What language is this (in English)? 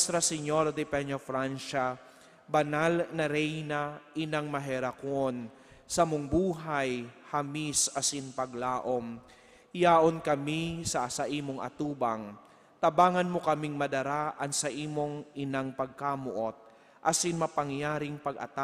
Bikol